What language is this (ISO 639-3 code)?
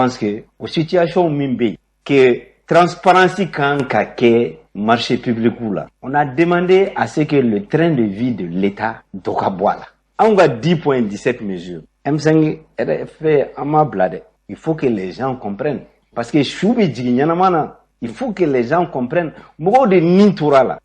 bam